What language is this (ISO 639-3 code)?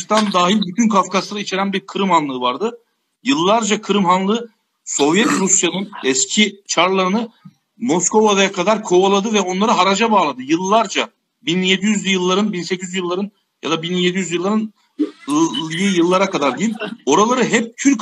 tur